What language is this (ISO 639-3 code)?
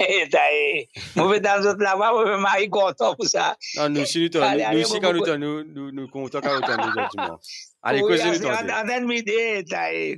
mfe